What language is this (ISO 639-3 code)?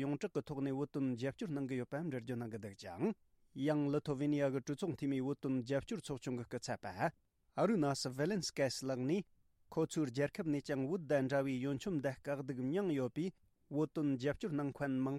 bod